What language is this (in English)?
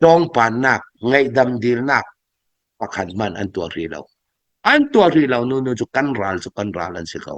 Hakha Chin